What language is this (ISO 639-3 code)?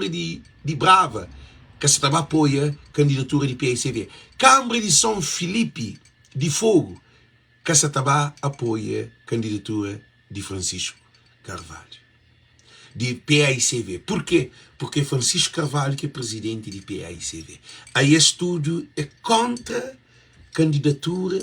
kea